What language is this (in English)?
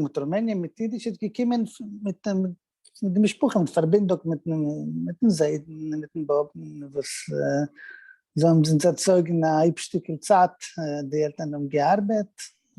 Yiddish